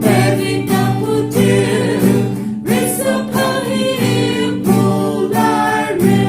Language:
Poumei Naga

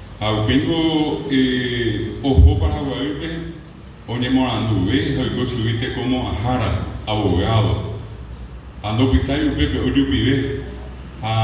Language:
Guarani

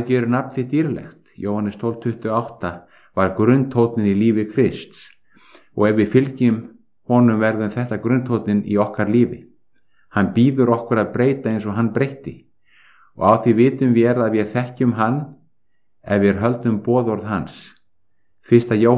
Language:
Icelandic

